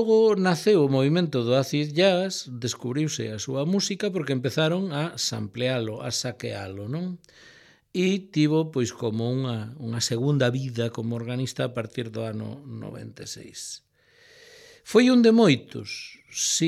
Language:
Galician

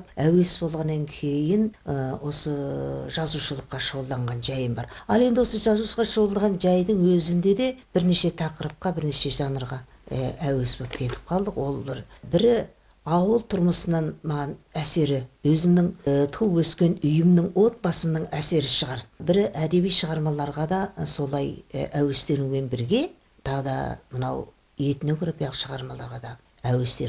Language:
Kazakh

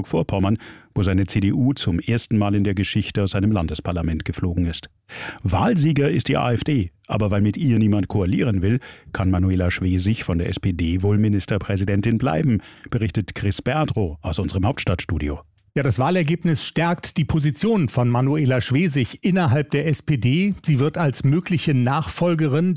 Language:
German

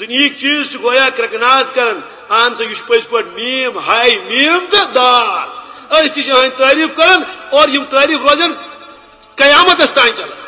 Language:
Kashmiri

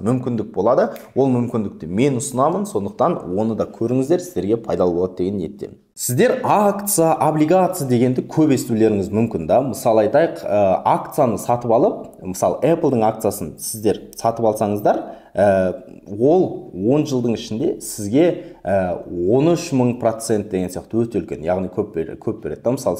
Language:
Kazakh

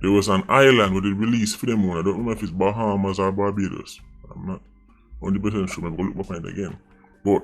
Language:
Jamaican Creole English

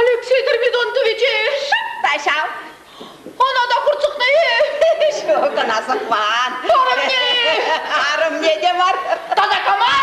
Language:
Chuvash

